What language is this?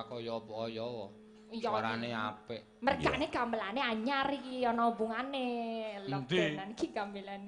Javanese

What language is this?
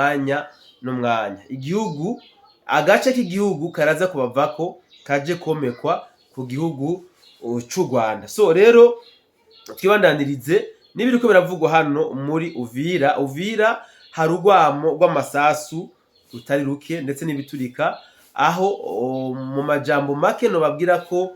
Rundi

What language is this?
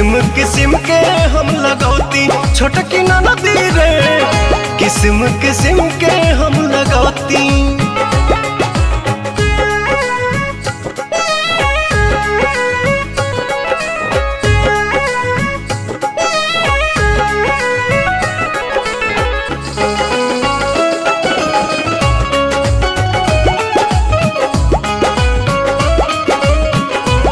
Bhojpuri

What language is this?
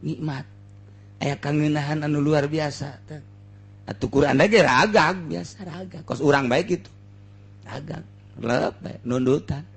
Sundanese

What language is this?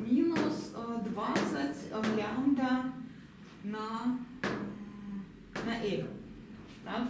Belarusian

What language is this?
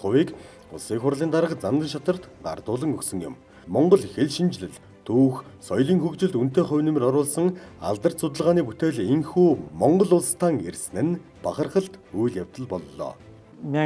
Mongolian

